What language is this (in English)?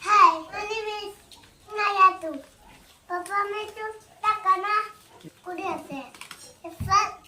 Naga Pidgin